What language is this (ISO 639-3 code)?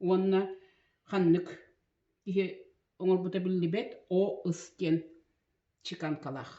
sah